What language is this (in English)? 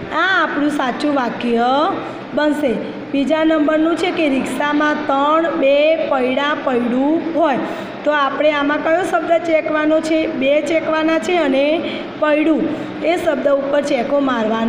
Gujarati